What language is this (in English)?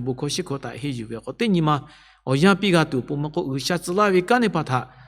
Lahu